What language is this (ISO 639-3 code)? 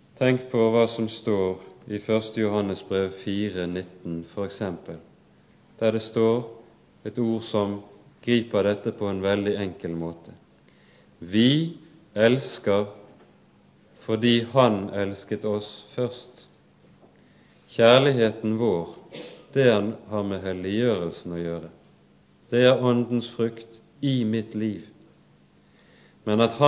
nor